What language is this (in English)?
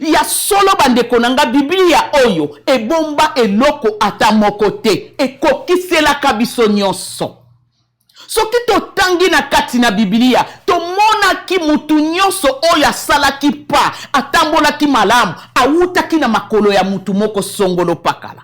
Lingala